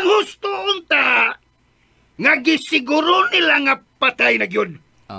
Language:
Cebuano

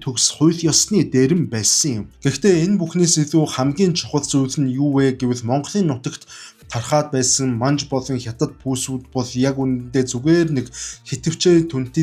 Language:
Mongolian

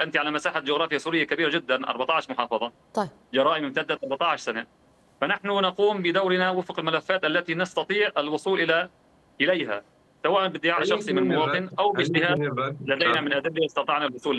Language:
Arabic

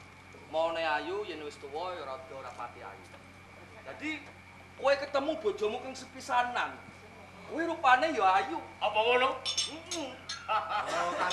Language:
Javanese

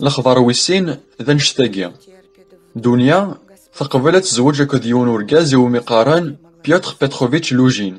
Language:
Kabyle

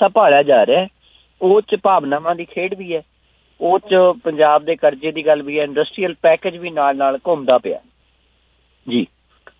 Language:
Punjabi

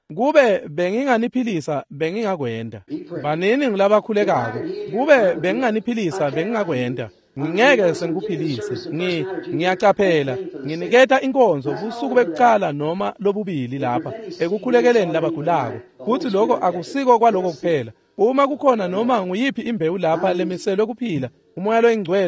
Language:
Swati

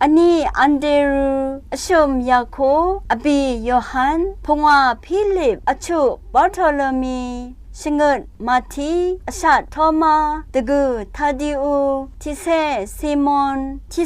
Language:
Rawang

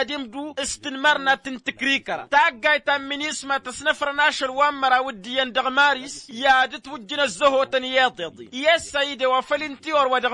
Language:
Tamasheq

